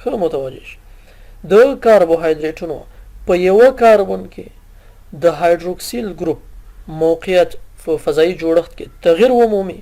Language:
Pashto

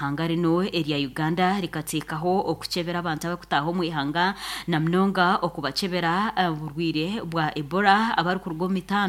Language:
Nyankole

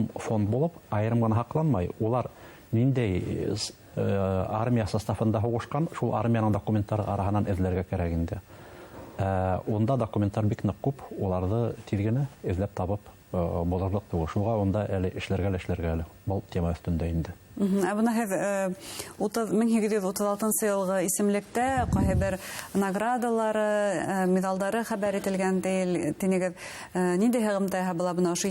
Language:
Bashkir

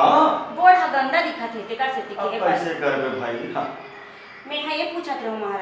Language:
Chhattisgarhi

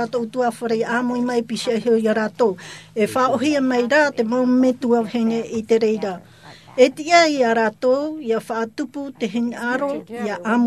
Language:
Tahitian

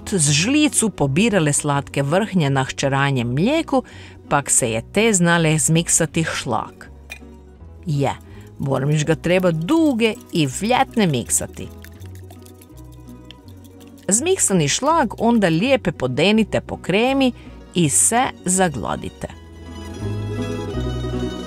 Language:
Croatian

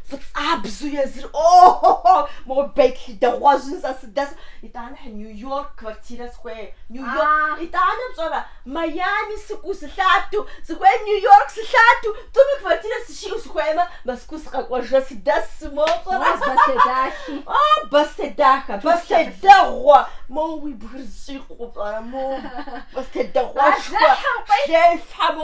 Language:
Kabardian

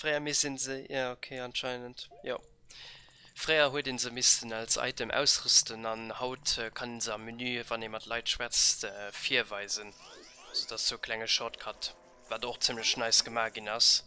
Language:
Luxembourgish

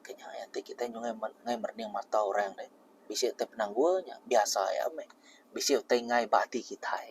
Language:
Iban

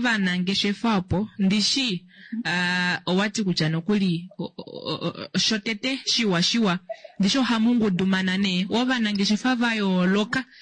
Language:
Kuanyama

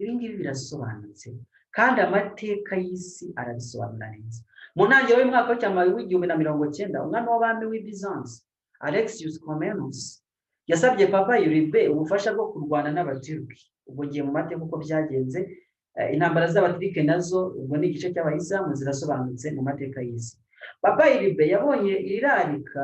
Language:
Kinyarwanda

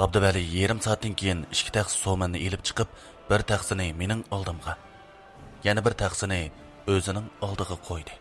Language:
Uyghur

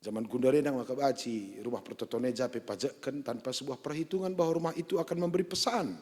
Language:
Batak Karo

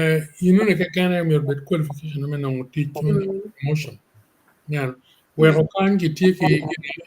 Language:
Acoli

